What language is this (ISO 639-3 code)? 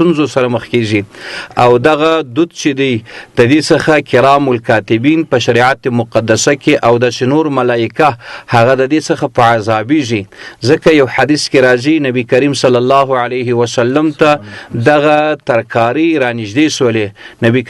pus